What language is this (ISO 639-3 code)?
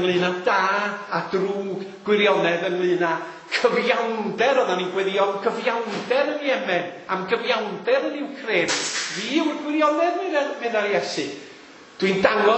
cym